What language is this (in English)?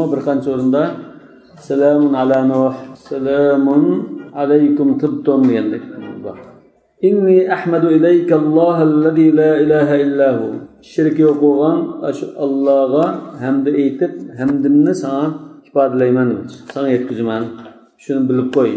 Uyghur